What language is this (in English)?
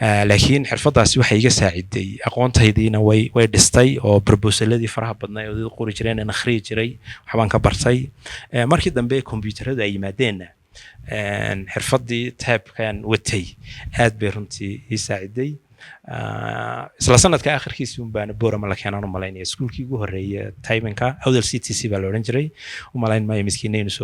Somali